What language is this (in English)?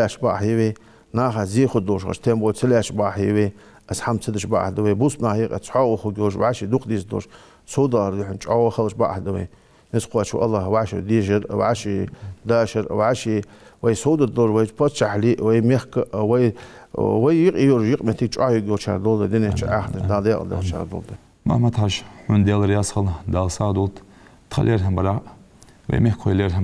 Ingush